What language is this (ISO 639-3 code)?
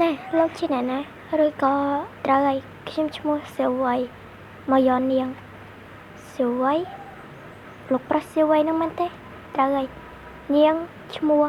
khm